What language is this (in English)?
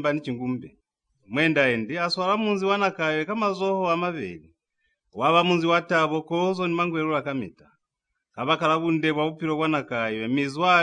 Lozi